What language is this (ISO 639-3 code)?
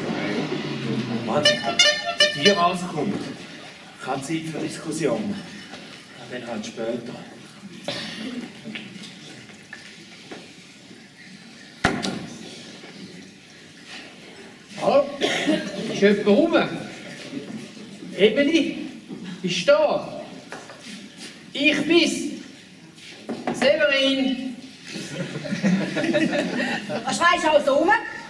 deu